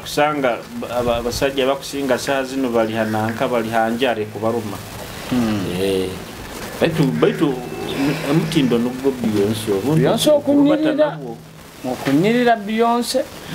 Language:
Nyoro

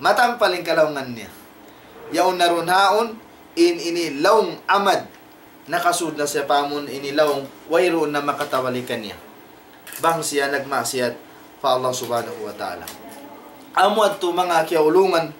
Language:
Tausug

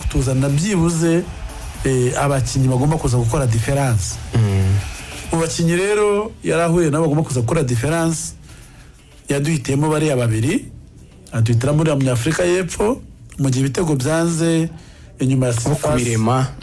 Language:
Kinyarwanda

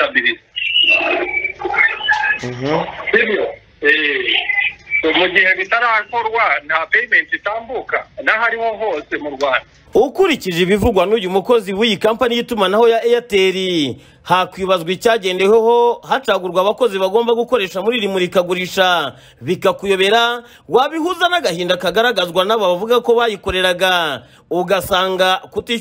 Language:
Kinyarwanda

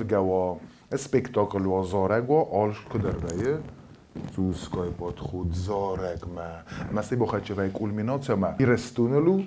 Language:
Ossetic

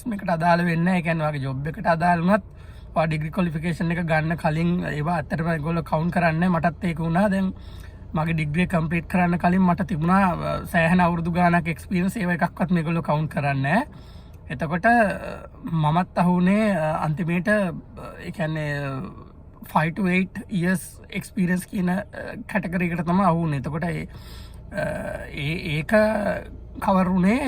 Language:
Sinhala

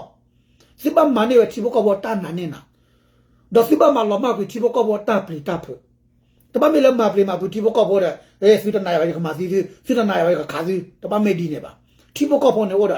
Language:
S'gaw Karen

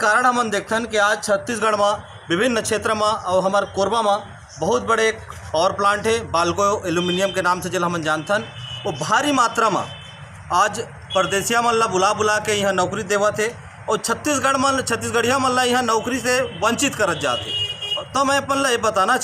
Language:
Chhattisgarhi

